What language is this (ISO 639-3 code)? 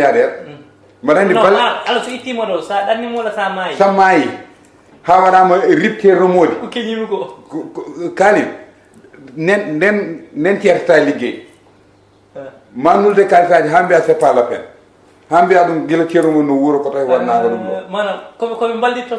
ful